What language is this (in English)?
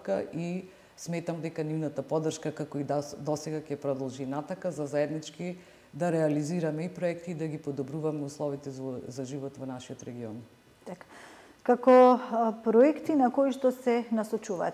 Macedonian